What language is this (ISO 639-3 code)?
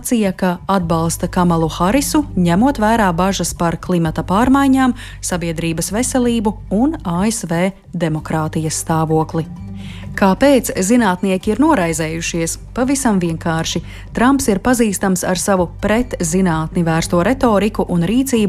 lav